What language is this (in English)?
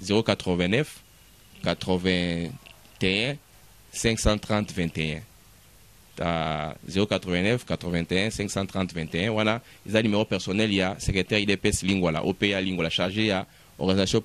Lingala